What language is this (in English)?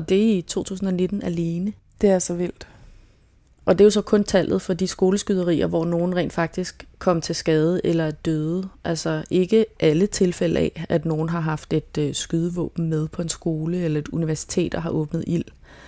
Danish